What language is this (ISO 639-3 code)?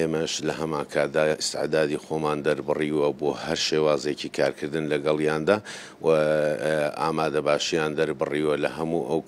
ckb